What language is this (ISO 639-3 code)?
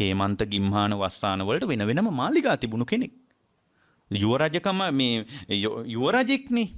sin